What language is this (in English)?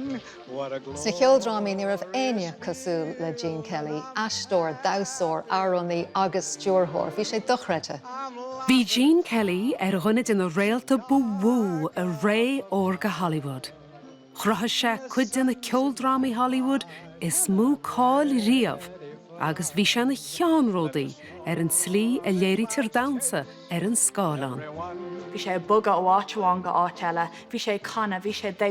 Irish